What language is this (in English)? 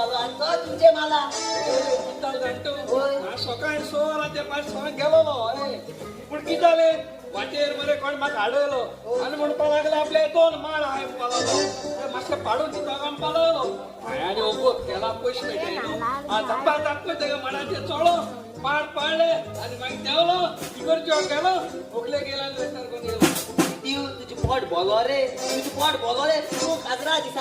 Konkani